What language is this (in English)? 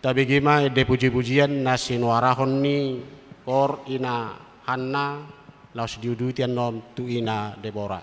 Batak Toba